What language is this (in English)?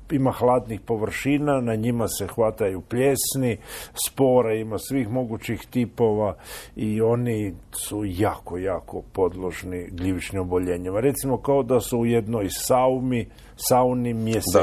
Croatian